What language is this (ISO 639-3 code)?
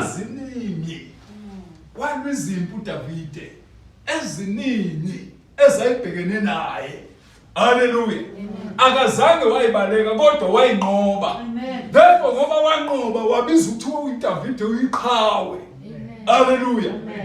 zul